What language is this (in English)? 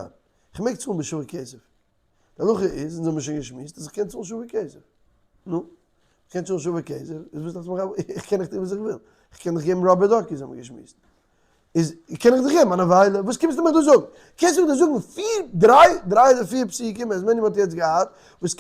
Yiddish